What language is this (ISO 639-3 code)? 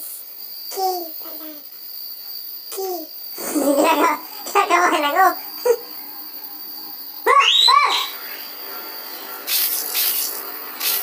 fil